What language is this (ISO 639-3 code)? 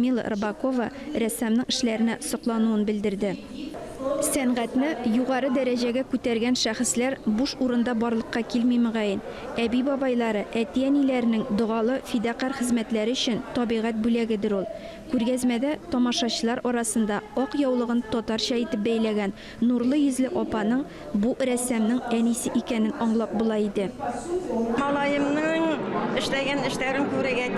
tat